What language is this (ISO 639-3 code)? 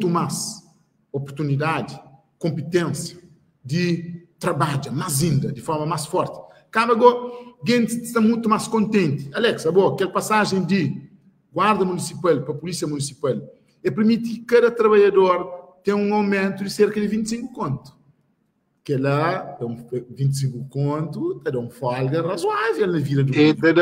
kea